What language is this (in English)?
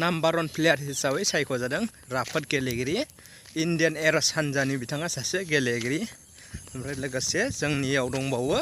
Bodo